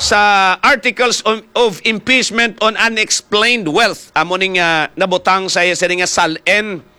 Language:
Hiligaynon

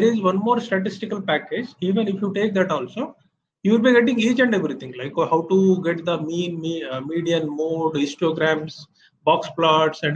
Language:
English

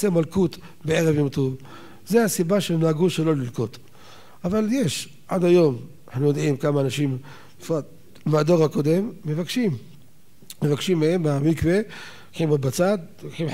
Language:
Hebrew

